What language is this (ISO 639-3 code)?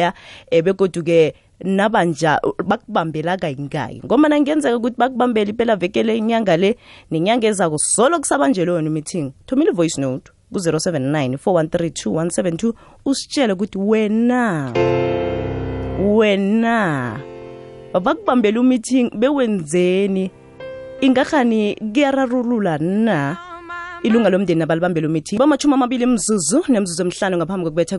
nbl